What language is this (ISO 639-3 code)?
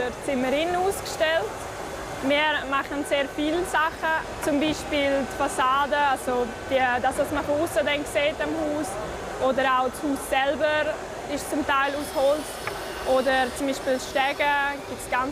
roh